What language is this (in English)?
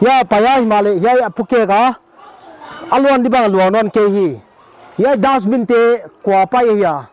Paite Chin